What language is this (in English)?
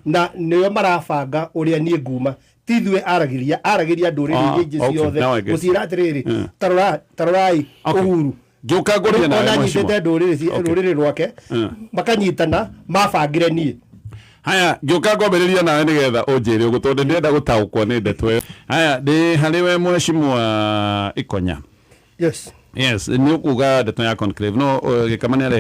Kikuyu